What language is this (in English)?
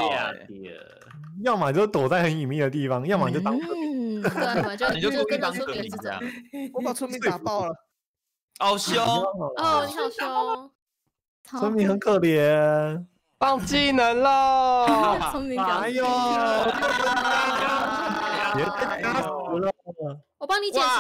Chinese